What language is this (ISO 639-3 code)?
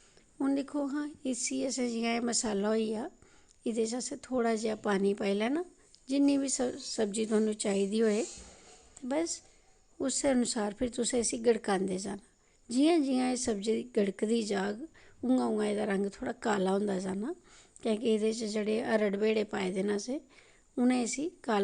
doi